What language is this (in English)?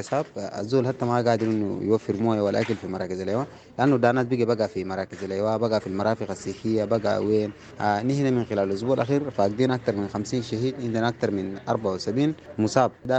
Sudanese Arabic